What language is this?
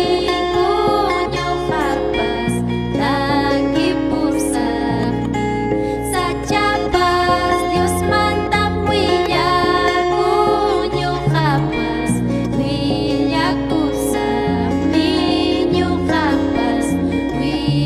Ayacucho Quechua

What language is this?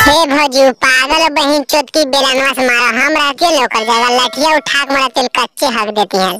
Magahi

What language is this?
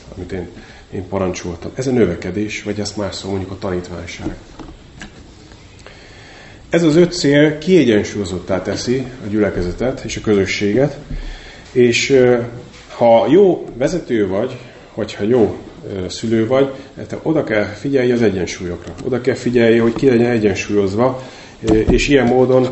Hungarian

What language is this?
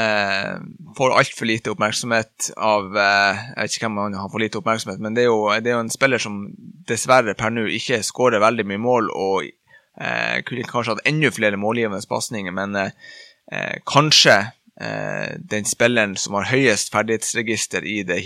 Norwegian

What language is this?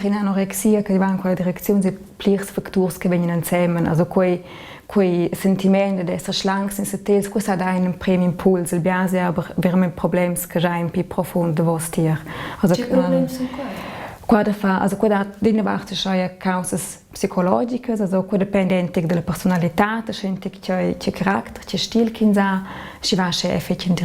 Romansh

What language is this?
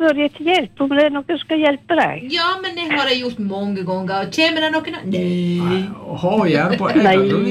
Norwegian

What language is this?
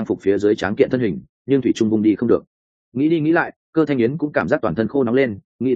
Vietnamese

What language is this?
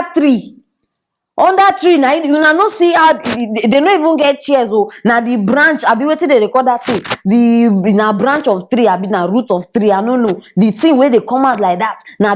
Nigerian Pidgin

